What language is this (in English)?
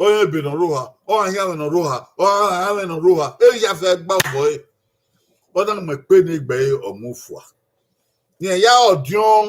Bini